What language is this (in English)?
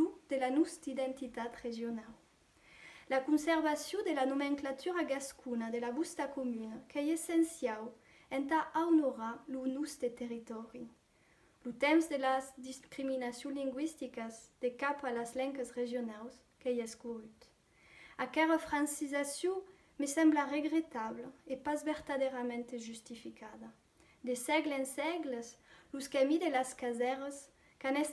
Occitan